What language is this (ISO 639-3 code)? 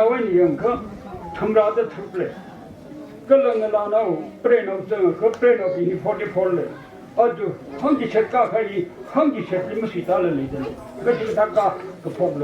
nmf